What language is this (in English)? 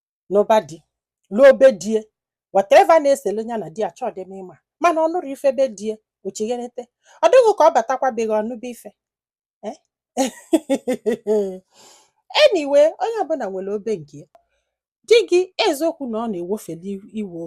Igbo